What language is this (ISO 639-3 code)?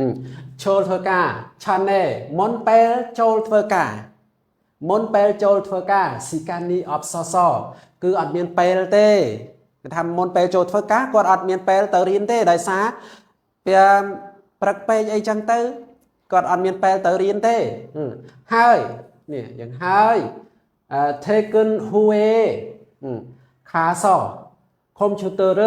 khm